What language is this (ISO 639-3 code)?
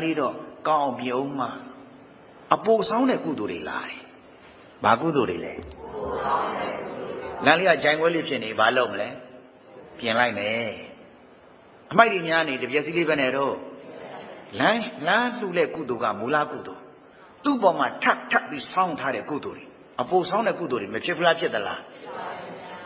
mya